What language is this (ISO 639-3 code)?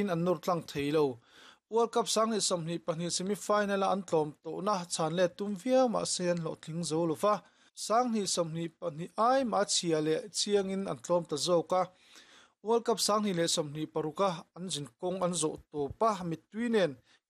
lus